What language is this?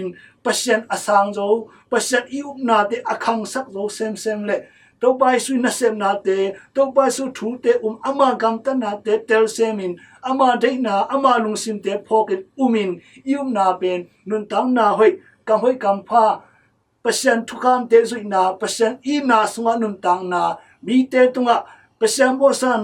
Tedim Chin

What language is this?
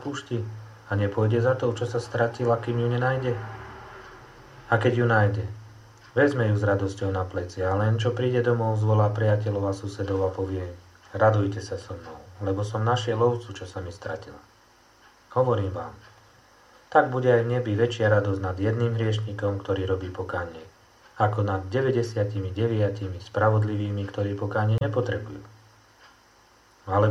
Slovak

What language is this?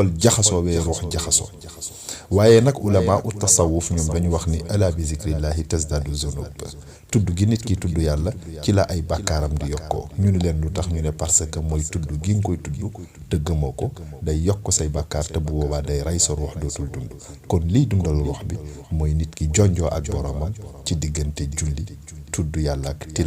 Wolof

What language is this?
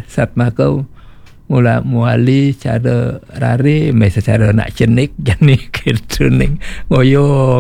Balinese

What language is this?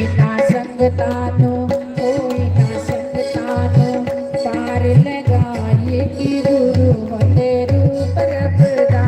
Dogri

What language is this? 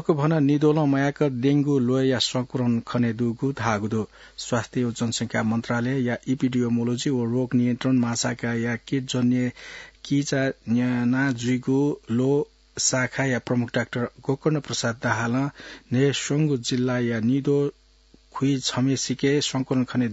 Newari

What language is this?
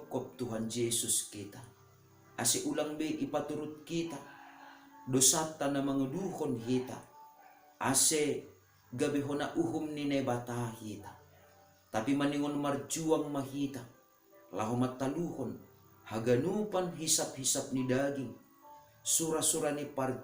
Batak Simalungun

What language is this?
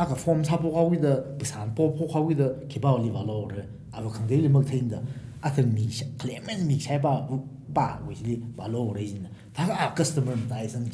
Tangkhul Naga (India)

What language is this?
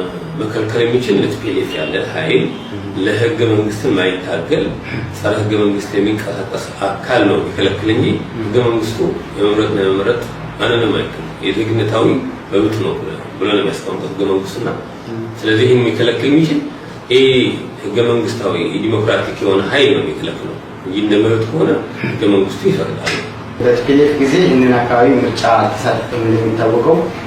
Amharic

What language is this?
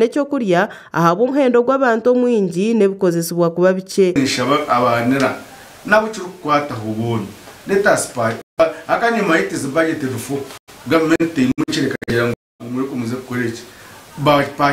Nyankole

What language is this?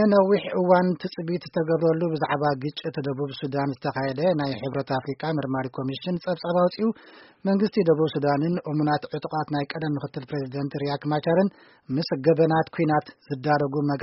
Tigrinya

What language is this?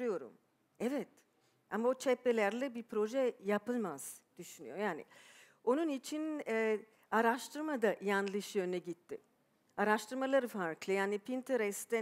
Turkish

